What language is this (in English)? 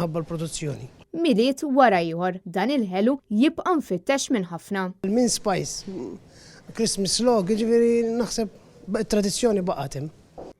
Maltese